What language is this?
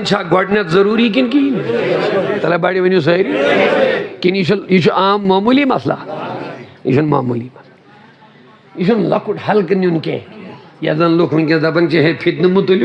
Kashmiri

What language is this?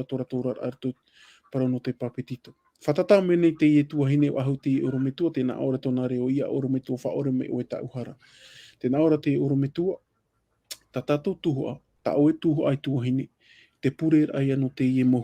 Tahitian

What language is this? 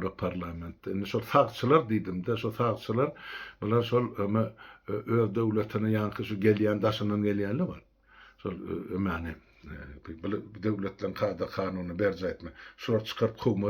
Turkmen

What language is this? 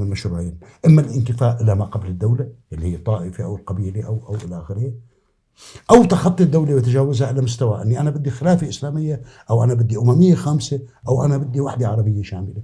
North Levantine Arabic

